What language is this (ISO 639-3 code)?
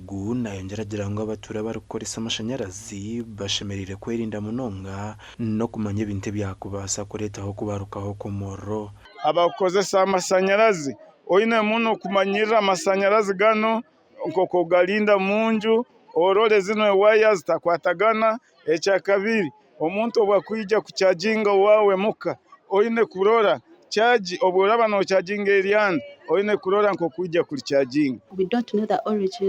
nyn